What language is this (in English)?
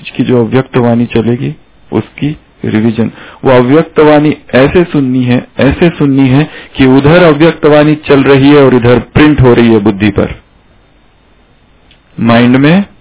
Hindi